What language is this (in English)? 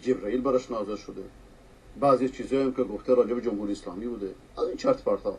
Persian